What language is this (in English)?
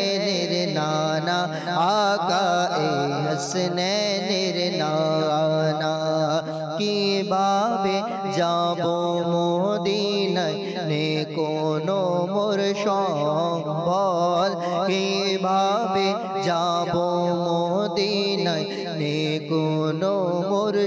Bangla